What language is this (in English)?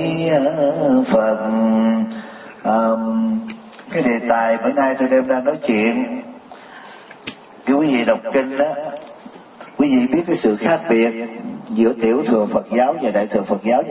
Vietnamese